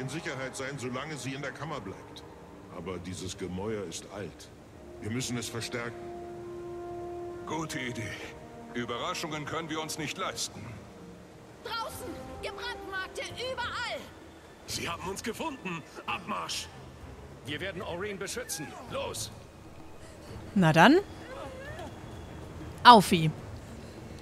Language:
German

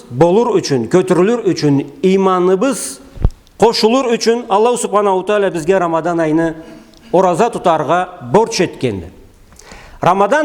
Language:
Karachay-Balkar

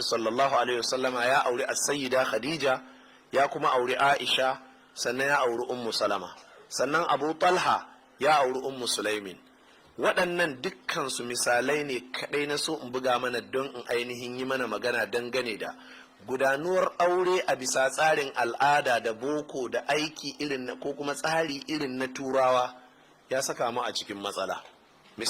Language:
Hausa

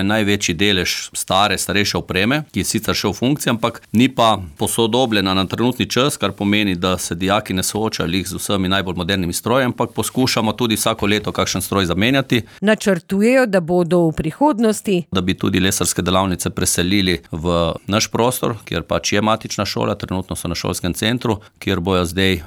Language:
Slovenian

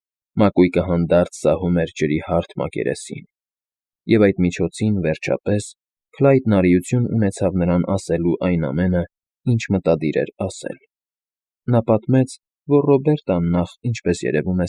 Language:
Armenian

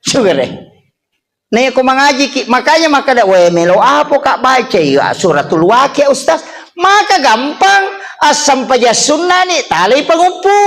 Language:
Buginese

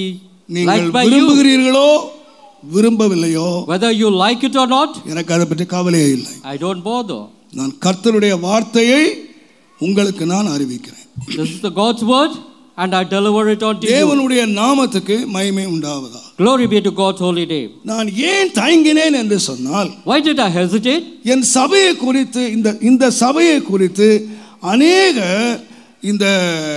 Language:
Tamil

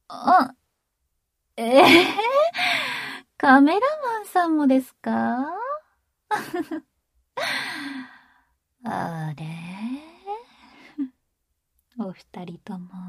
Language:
Japanese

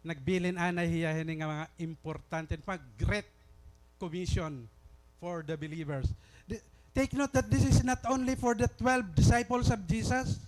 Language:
Waray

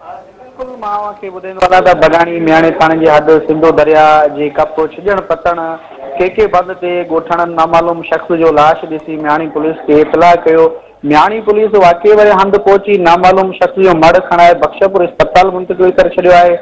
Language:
Sindhi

